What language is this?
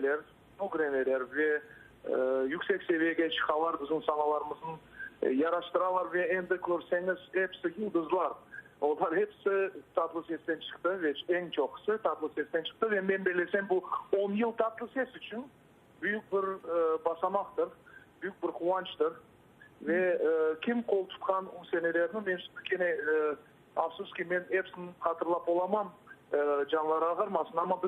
Crimean Tatar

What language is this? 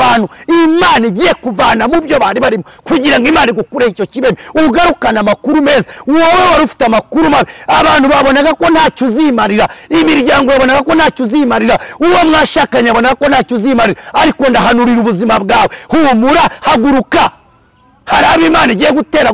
Kinyarwanda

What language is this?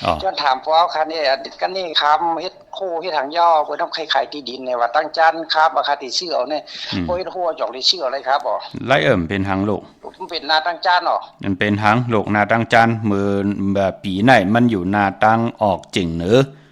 Shan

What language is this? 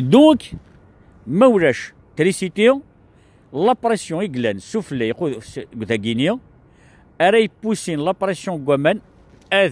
Kabyle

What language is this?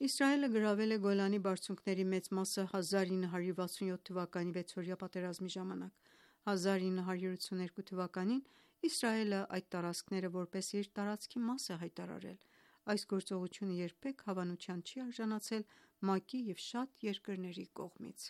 Armenian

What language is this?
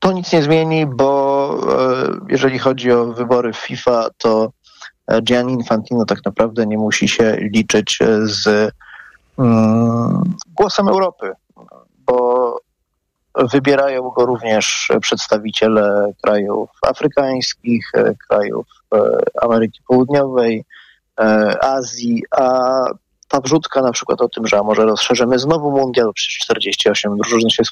Polish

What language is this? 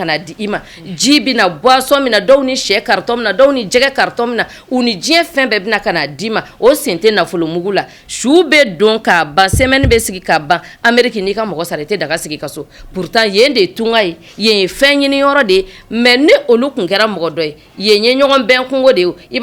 Bambara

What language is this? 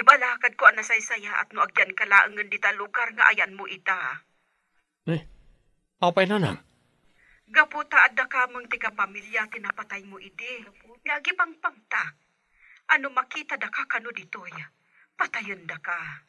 Iloko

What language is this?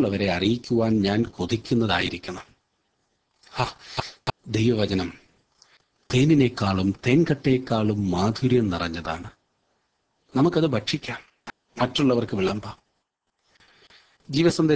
Malayalam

